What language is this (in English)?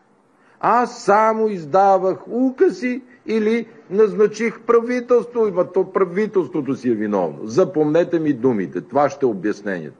Bulgarian